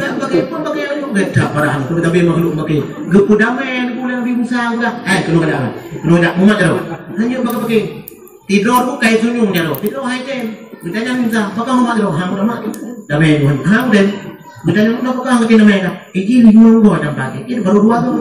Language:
Achinese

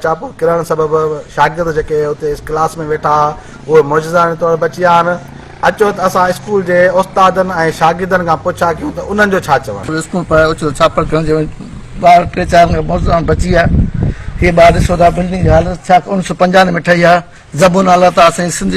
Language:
Sindhi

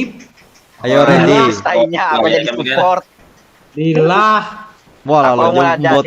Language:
Banjar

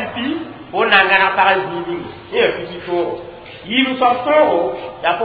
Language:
Mossi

